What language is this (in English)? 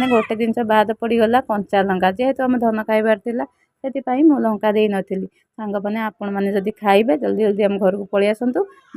Odia